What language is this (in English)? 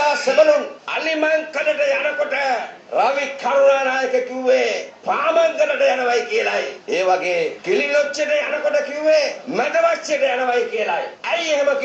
Sinhala